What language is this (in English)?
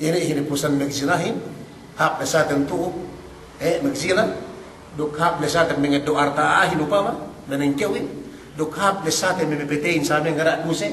Yakan